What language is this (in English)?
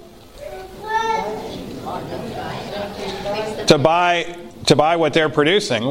English